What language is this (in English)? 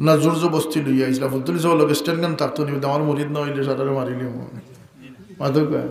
Sylheti